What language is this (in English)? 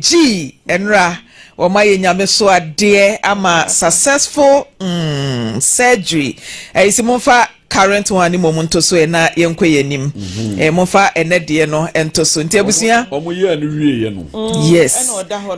Akan